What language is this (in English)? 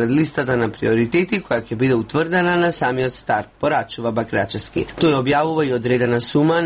Macedonian